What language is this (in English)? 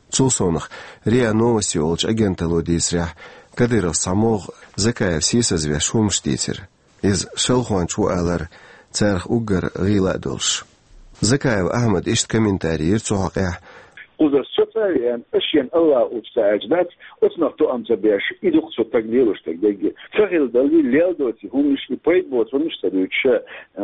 Chechen